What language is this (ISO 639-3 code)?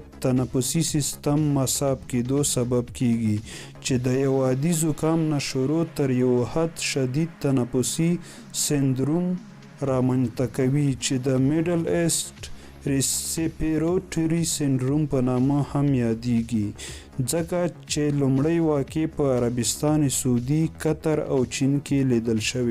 pus